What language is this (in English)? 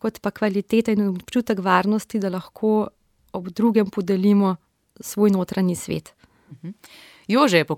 Slovenian